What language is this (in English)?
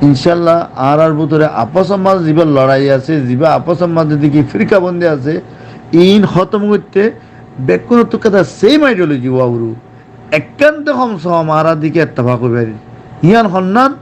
Rohingya